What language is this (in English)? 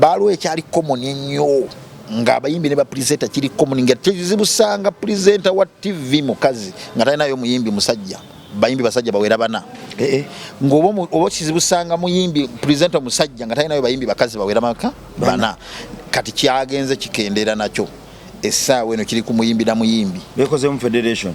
Ganda